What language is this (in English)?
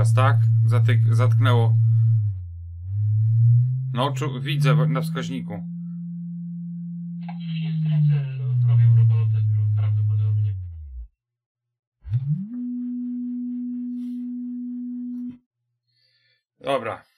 Polish